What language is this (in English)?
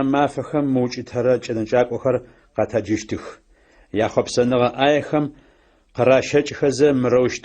Adyghe